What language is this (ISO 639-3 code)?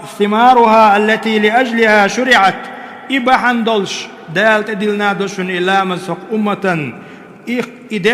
che